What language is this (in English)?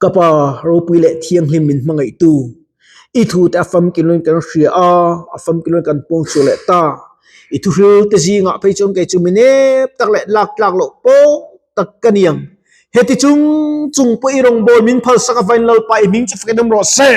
Mizo